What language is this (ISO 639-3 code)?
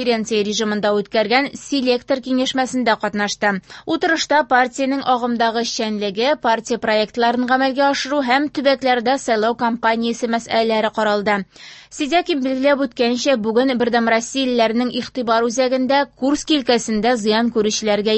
tat